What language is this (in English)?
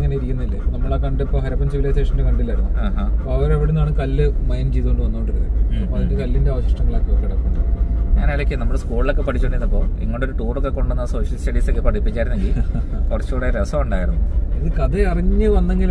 Malayalam